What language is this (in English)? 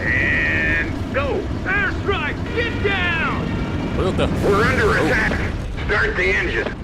Bavarian